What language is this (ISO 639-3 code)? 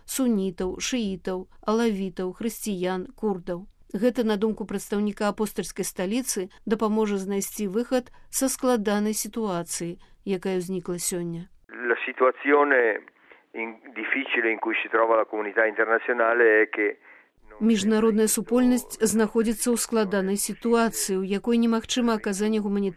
bel